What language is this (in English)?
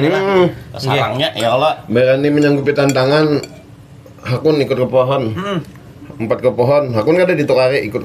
Banjar